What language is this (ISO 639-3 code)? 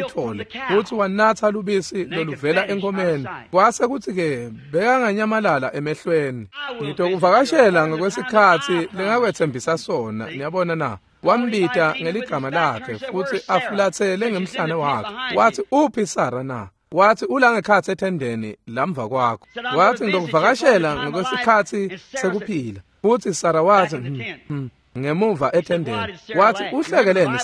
ssw